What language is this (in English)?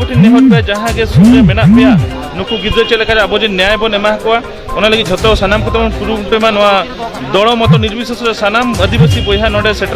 Santali